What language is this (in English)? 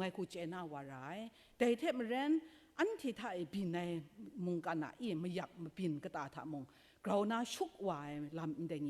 Kachin